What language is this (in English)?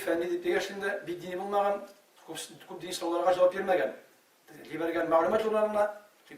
Tatar